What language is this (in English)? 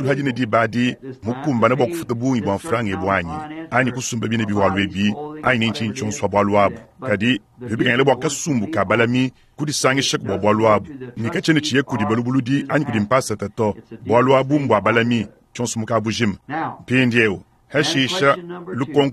Luba-Lulua